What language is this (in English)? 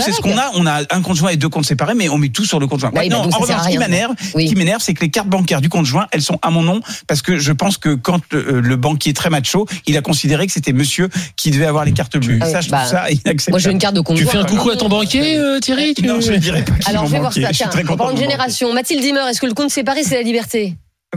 French